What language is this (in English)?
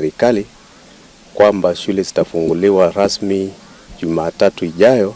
Kamba